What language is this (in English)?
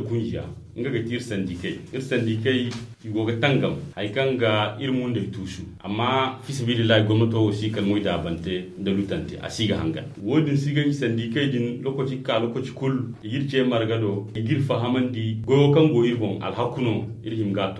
Zarma